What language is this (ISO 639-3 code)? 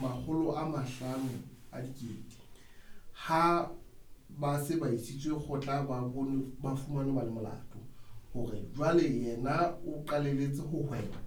sot